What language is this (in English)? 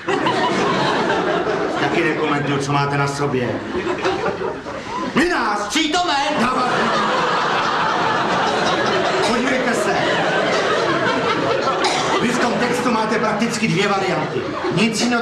Czech